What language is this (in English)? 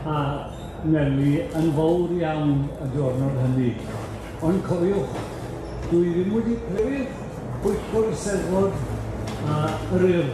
Welsh